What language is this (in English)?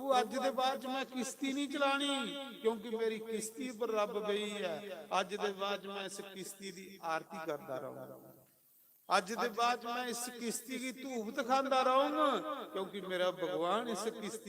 Dogri